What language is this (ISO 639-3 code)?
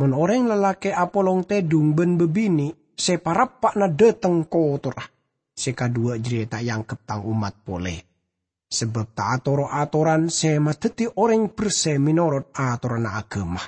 mad